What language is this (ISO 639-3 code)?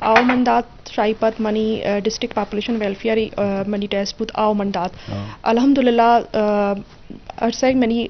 bgp